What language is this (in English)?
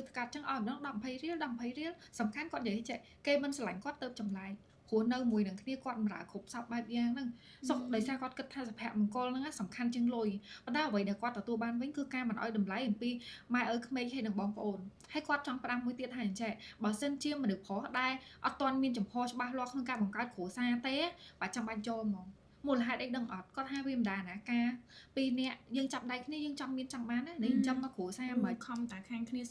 Khmer